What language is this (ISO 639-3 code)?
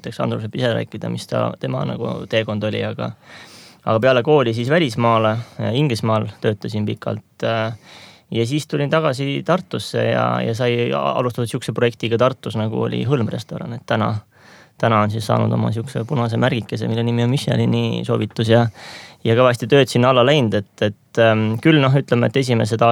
est